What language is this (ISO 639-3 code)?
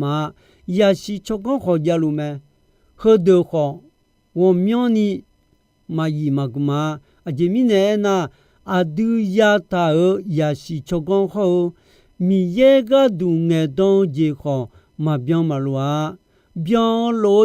ahk